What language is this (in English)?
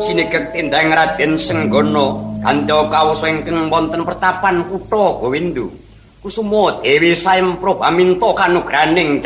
Javanese